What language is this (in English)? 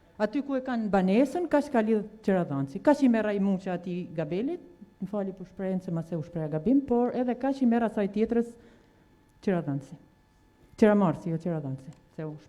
Albanian